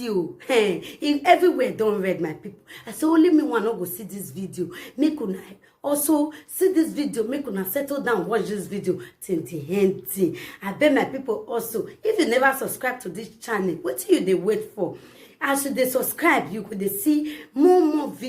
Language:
Nigerian Pidgin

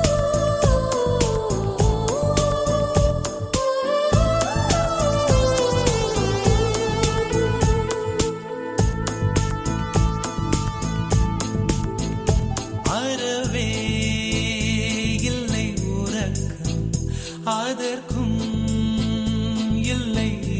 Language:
Tamil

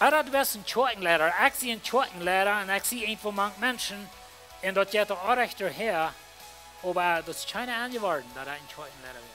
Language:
Plautdietsch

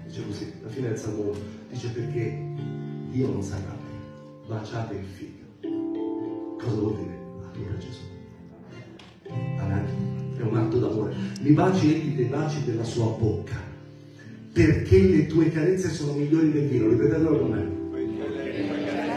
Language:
Italian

